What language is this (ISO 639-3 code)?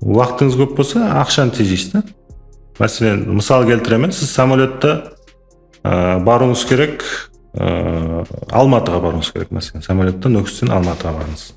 kaa